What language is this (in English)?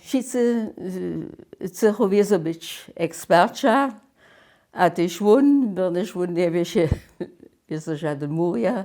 Upper Sorbian